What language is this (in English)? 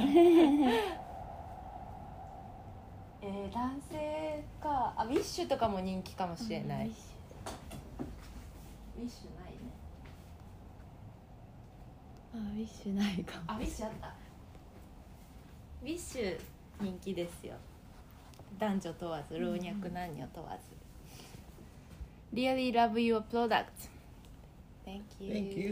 Japanese